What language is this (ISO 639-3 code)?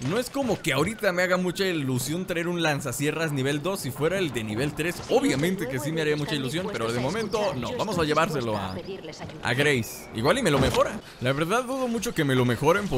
spa